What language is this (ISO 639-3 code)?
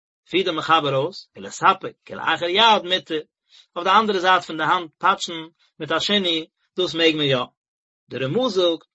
yid